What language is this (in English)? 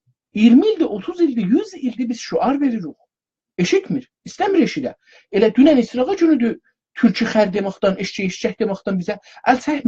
South Azerbaijani